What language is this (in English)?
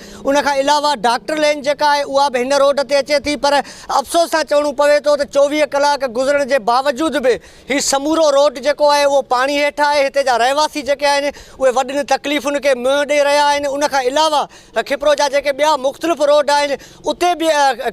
Sindhi